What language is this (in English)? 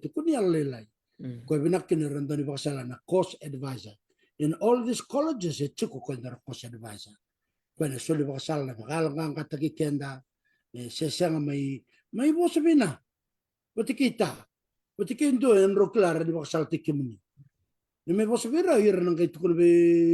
Fijian